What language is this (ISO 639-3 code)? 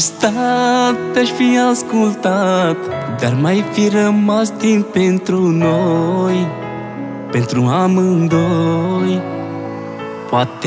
ron